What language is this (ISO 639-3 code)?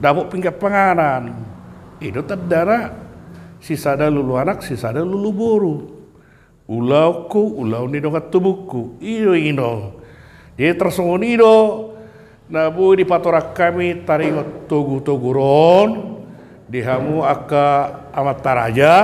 bbc